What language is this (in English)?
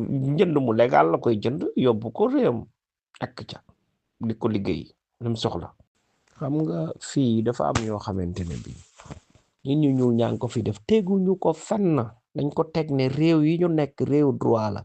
Wolof